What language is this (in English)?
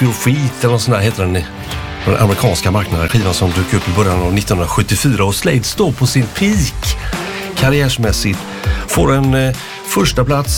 Swedish